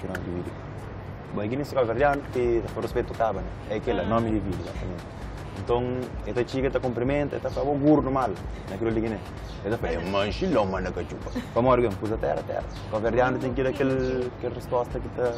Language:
Kabuverdianu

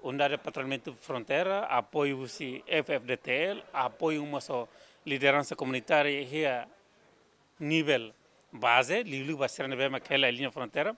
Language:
Tetum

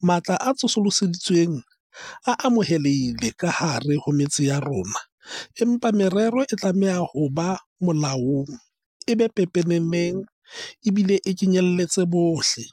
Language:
Southern Sotho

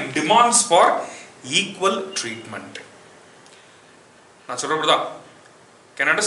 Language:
Tamil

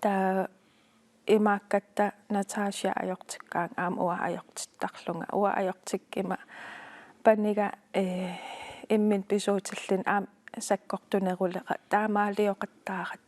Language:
Kalaallisut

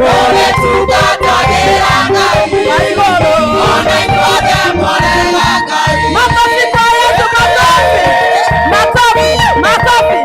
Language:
Kikuyu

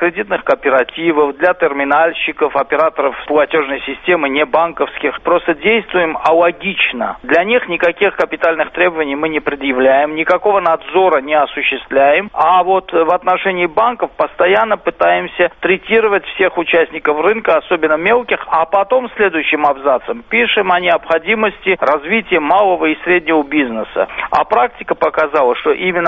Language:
Russian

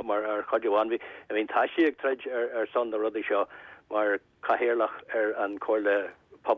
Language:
Irish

